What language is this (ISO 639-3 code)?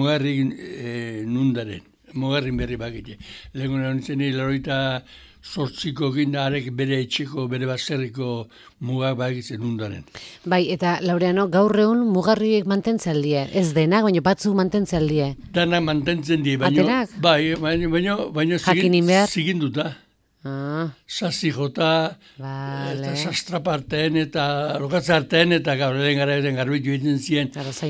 eus